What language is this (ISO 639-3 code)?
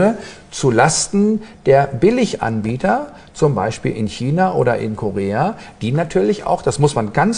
deu